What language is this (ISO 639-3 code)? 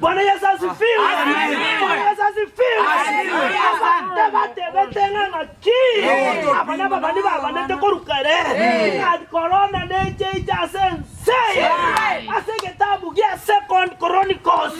guz